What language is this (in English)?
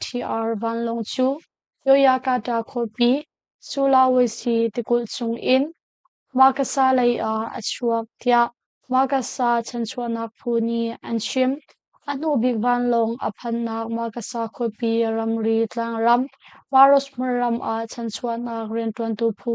Hakha Chin